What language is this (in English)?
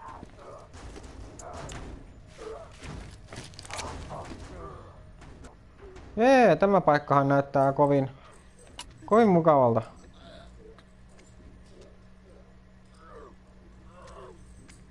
Finnish